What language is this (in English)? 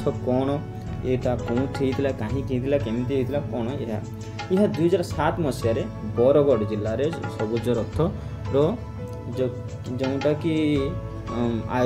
Odia